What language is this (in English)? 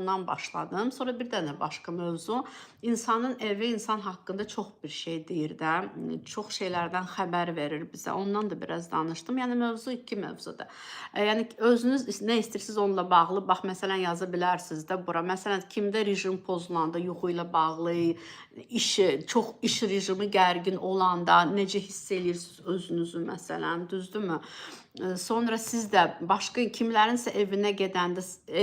Azerbaijani